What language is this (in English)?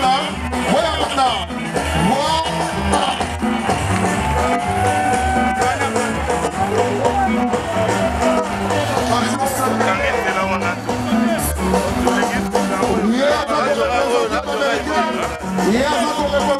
French